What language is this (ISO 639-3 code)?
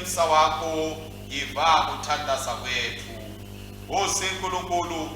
ssw